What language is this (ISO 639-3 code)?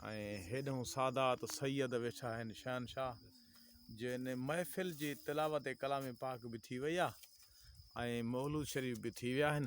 snd